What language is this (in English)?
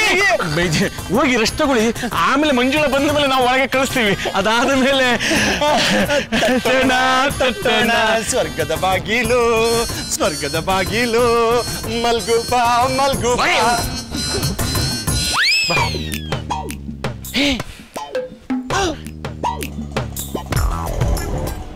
Kannada